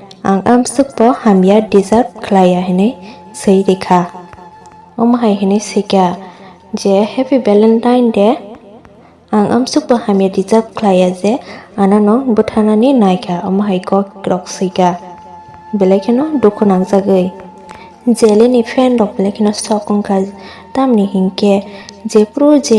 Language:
Kok Borok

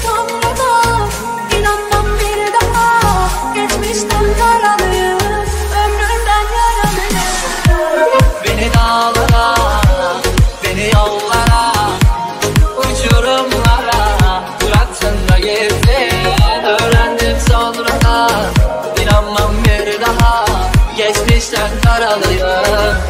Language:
Turkish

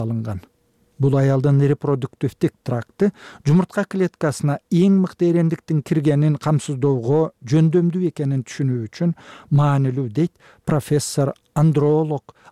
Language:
Kyrgyz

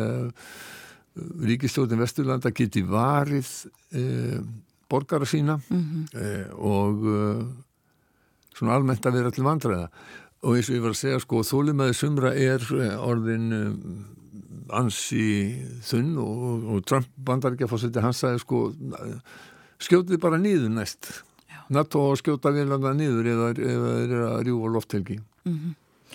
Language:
Icelandic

